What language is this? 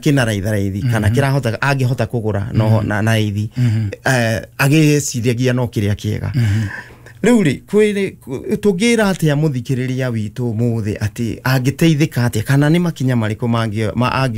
Kikuyu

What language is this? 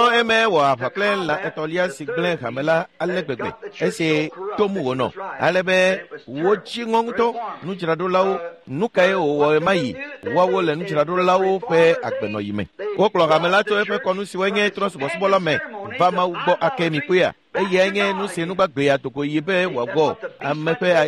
Ewe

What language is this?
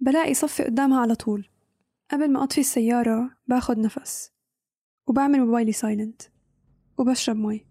North Levantine Arabic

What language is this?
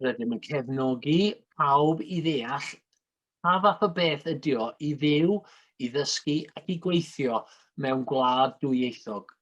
Welsh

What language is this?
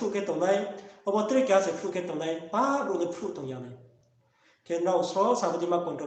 Riang (India)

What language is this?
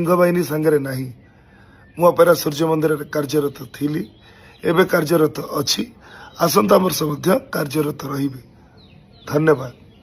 Odia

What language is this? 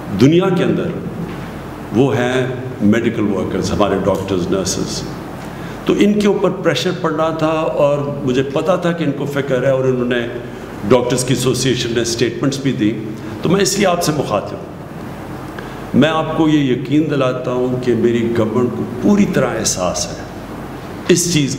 Urdu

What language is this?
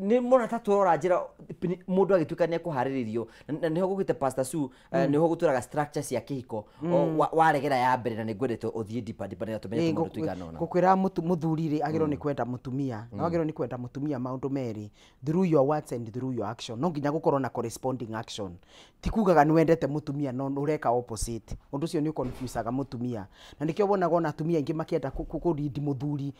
Kikuyu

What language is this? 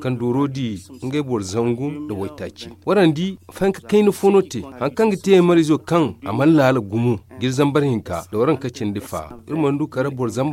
Zarma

